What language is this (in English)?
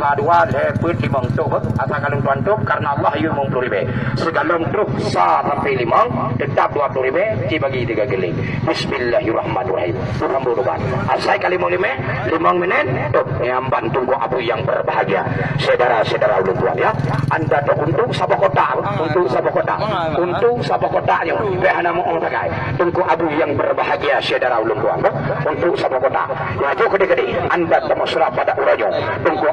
Achinese